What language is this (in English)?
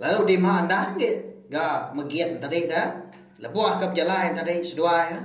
Iban